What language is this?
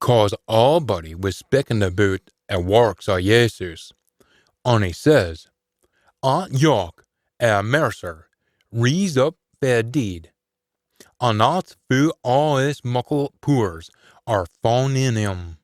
Scots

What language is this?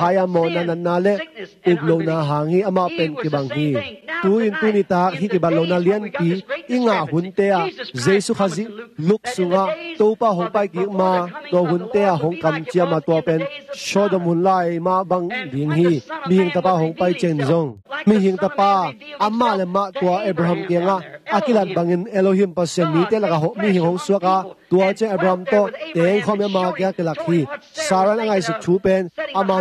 Tedim Chin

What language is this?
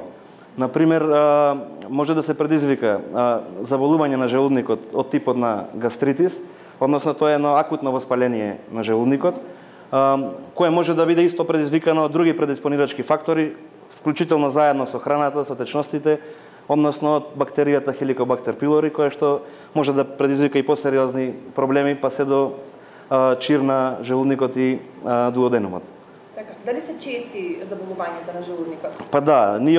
Macedonian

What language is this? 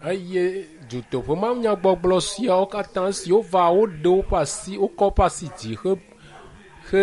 Ewe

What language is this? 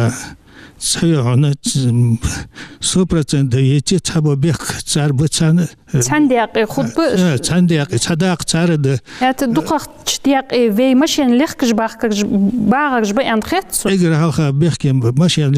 Ingush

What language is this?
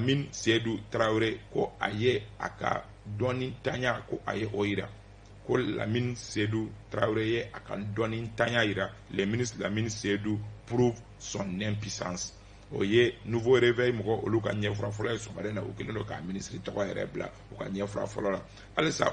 Bambara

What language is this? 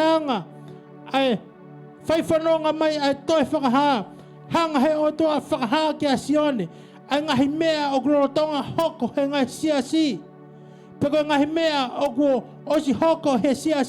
Tongan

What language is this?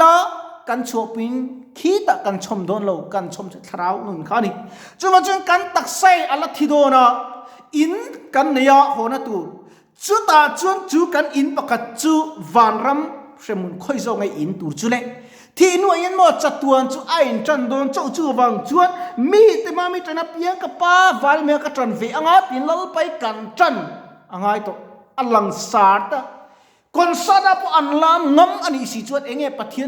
Mizo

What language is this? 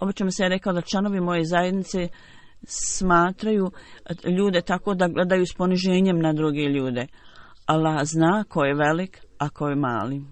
Bosnian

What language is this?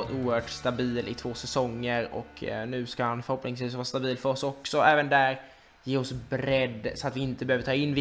Swedish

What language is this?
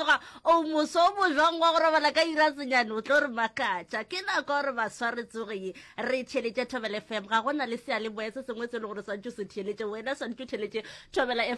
Northern Sotho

